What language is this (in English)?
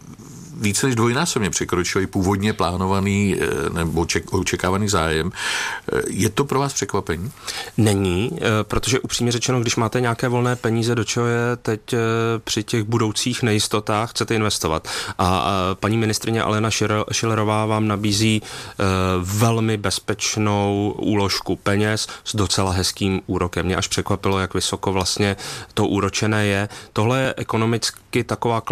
Czech